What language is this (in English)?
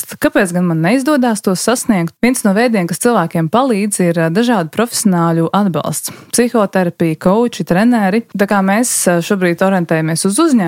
Latvian